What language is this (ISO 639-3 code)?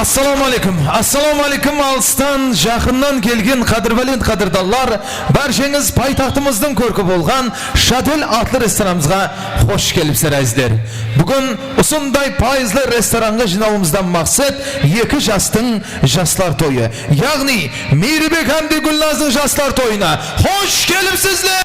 kaa